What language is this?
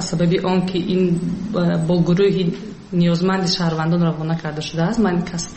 Tajik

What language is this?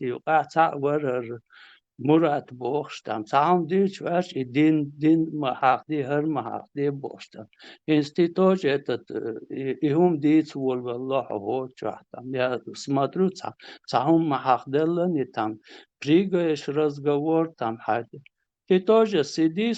Chechen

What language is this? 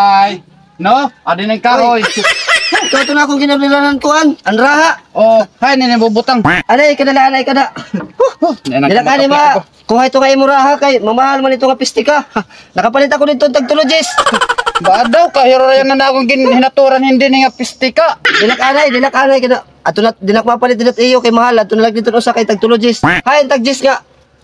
Waray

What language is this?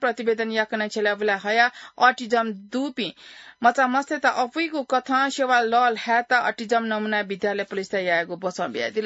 Newari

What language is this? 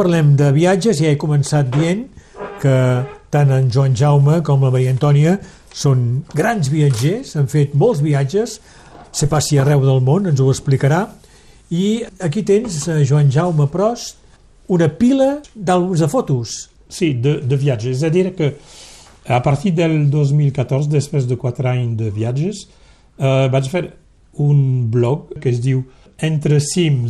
Catalan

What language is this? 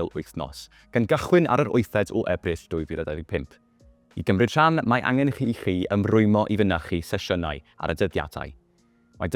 Welsh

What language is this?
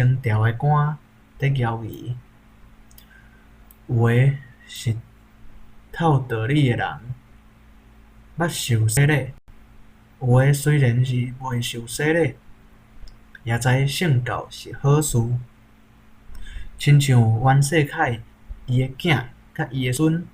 Min Nan Chinese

